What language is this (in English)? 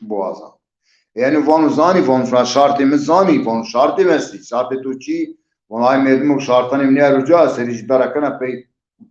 Zaza